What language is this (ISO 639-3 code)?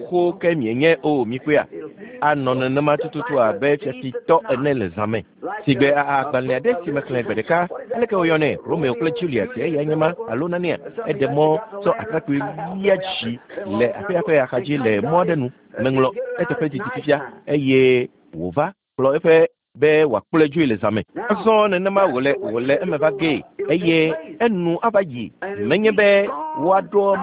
ewe